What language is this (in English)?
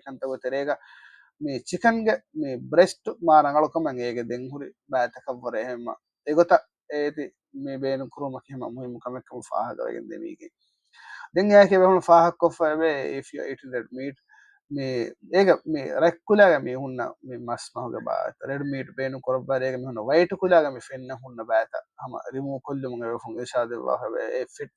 Divehi